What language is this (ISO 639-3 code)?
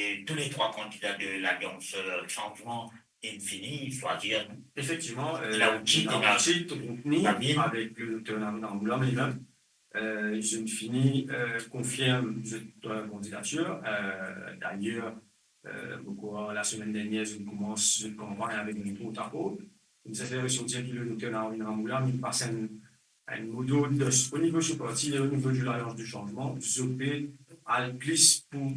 mfe